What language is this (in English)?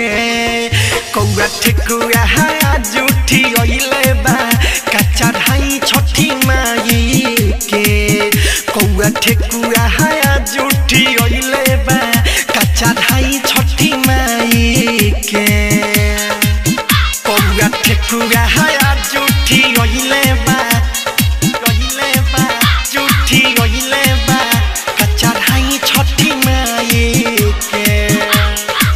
Bhojpuri